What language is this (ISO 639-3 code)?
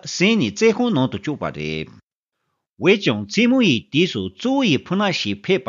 bod